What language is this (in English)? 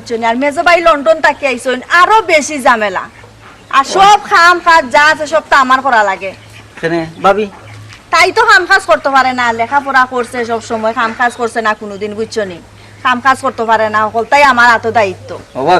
Sylheti